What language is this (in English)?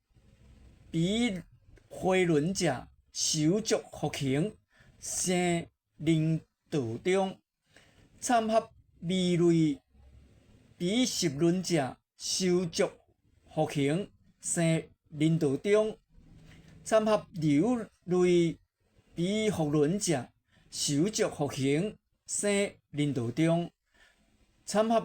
Min Nan Chinese